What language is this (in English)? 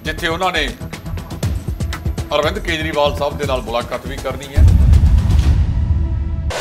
Punjabi